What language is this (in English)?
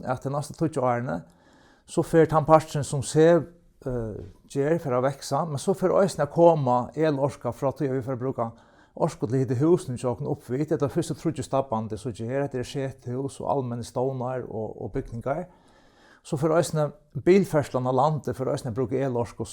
Faroese